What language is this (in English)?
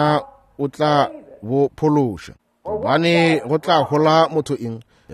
Northern Sotho